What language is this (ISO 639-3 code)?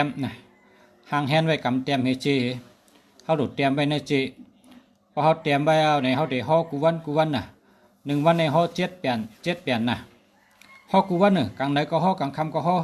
shn